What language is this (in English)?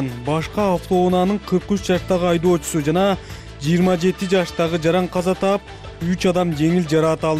Kyrgyz